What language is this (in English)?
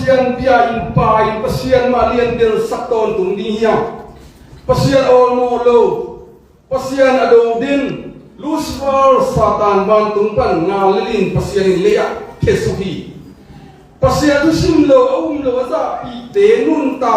Tedim Chin